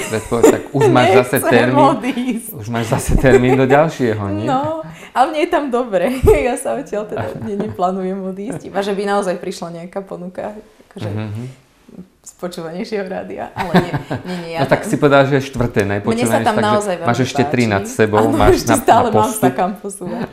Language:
Slovak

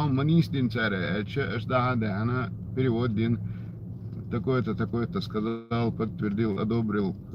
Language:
Chechen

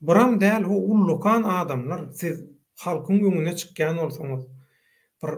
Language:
Turkmen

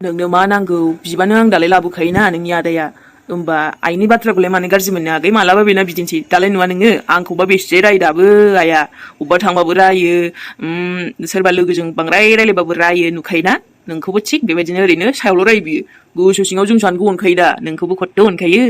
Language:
Bodo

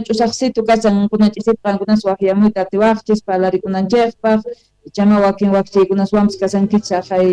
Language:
Quechua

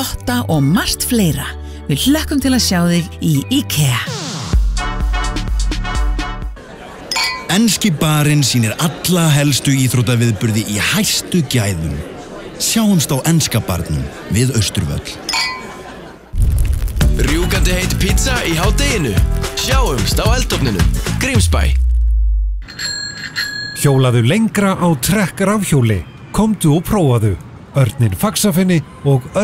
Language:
Icelandic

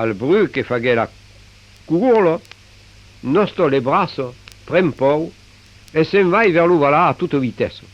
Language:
Occitan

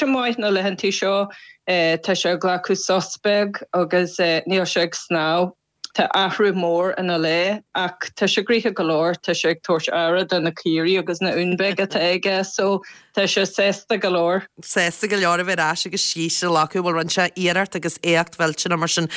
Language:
Irish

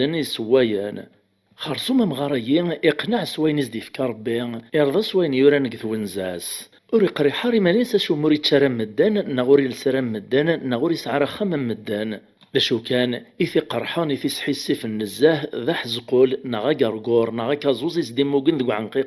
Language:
Kabyle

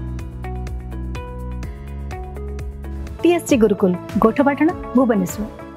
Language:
Odia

